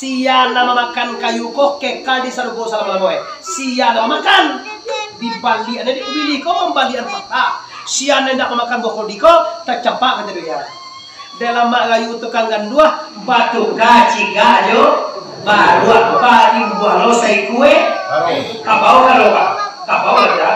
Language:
Minangkabau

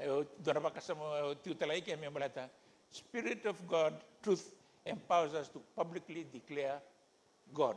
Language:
Fijian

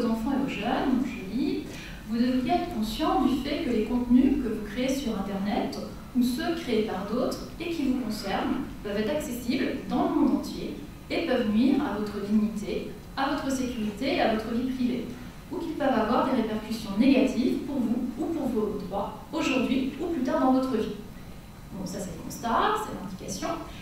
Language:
French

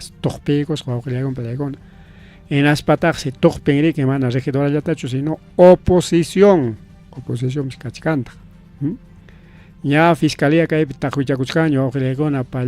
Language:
Ayacucho Quechua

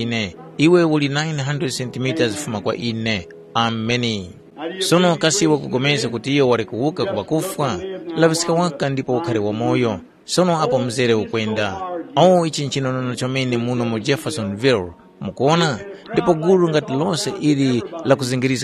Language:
Tumbuka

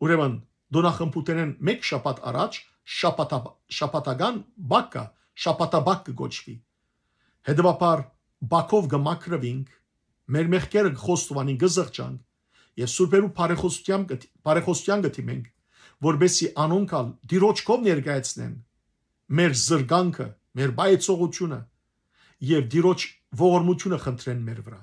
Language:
Western Armenian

